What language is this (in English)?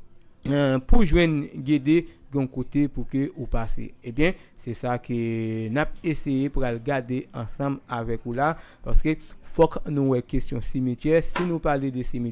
Haitian Creole